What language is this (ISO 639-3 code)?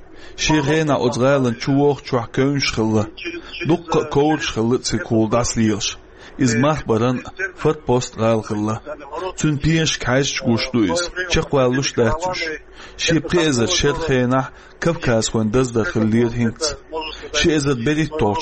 che